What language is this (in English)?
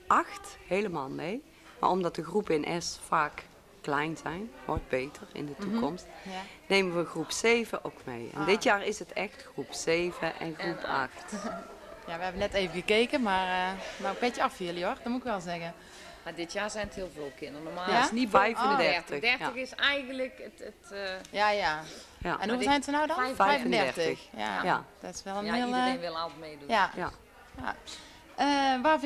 Dutch